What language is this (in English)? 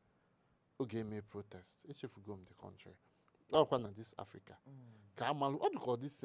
Igbo